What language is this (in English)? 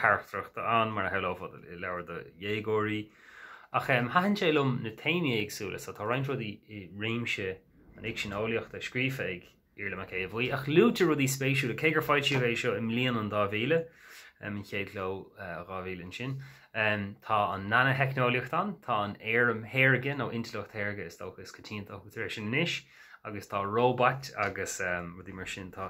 Irish